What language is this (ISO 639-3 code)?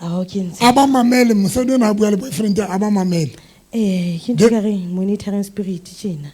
sot